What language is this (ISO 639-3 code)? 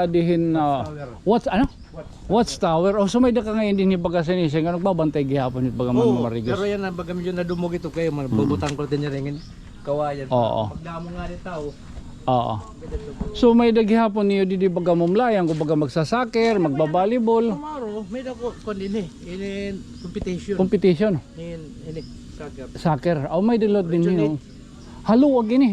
war